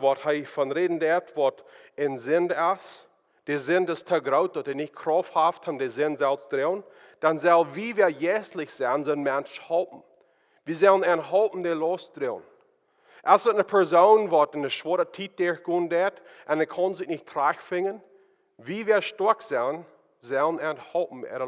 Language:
Plautdietsch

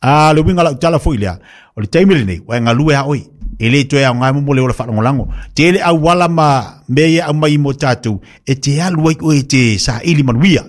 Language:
Samoan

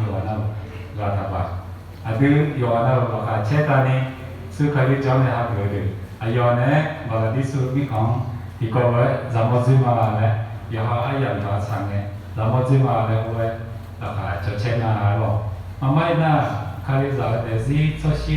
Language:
Akha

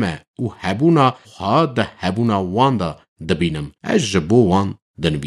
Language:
Kurdish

